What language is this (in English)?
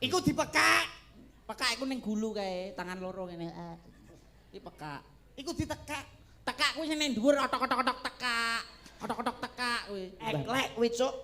Javanese